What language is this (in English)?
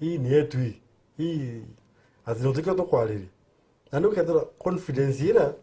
Meru